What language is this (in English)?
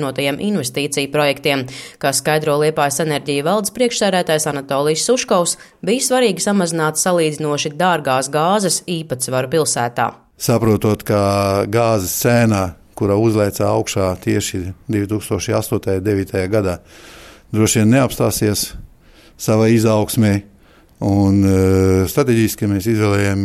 Latvian